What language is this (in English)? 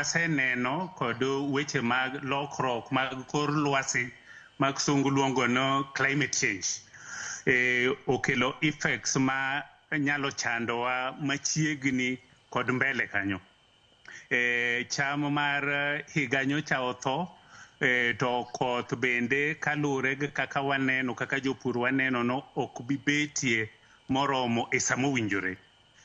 Luo (Kenya and Tanzania)